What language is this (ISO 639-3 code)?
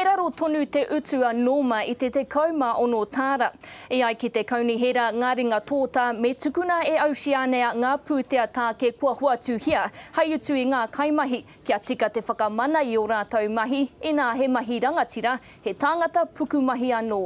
mri